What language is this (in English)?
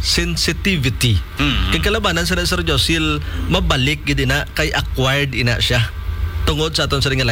Hiligaynon